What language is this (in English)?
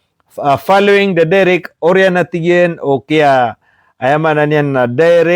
Maranao